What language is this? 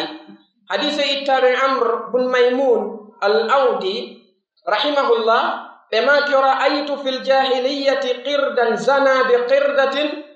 Pular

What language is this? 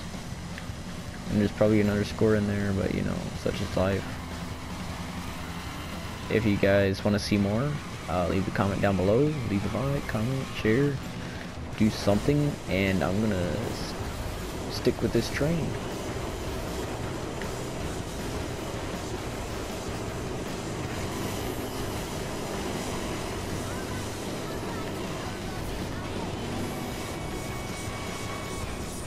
English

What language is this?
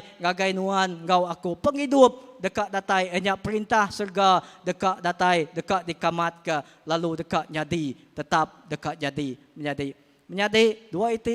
Iban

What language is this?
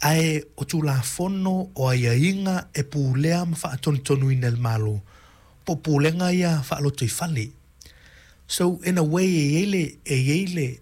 Samoan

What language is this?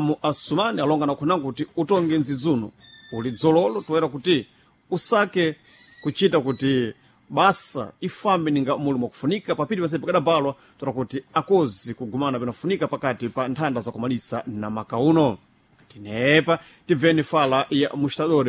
Sena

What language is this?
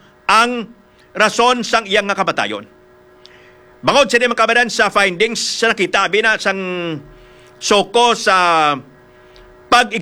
Hiligaynon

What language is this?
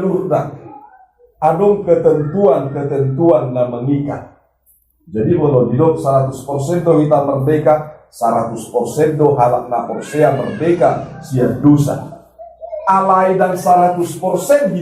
Batak Toba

